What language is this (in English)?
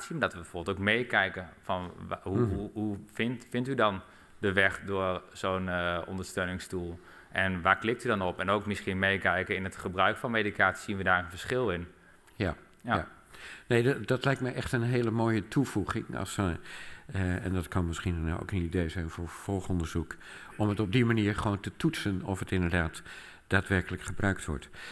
Dutch